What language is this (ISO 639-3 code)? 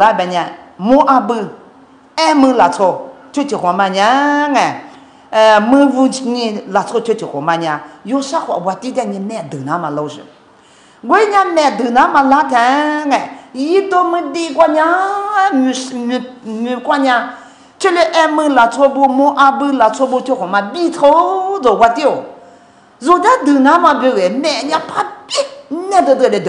lis